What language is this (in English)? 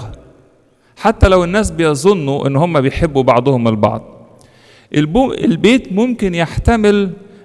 Egyptian Arabic